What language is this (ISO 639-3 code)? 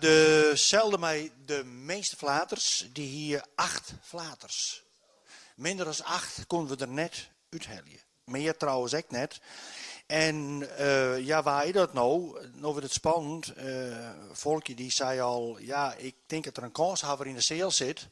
fry